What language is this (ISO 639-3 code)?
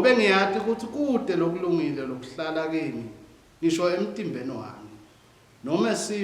ssw